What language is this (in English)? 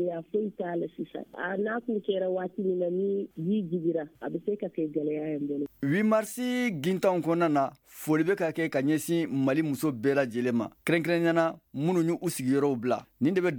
Bambara